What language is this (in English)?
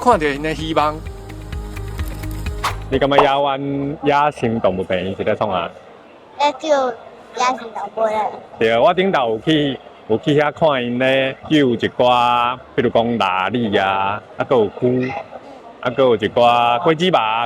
Min Nan Chinese